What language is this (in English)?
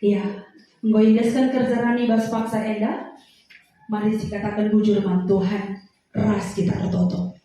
Batak Karo